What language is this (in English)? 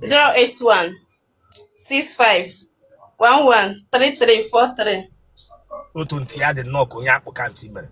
Igbo